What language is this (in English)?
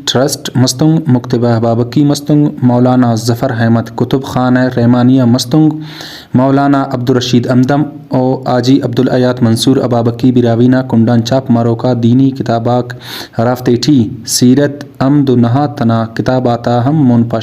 Brahui